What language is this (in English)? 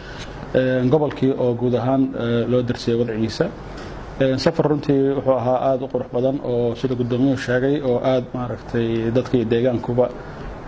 Somali